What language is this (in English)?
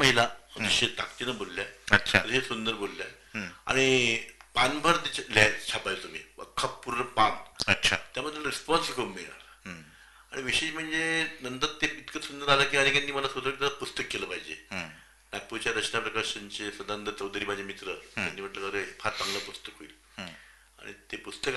Marathi